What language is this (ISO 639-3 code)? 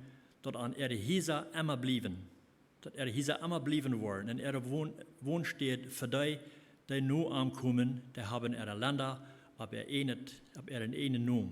pdt